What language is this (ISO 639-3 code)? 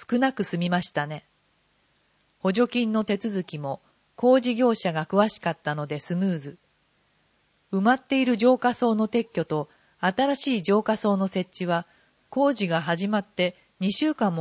jpn